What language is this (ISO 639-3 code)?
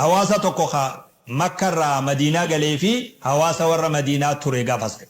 orm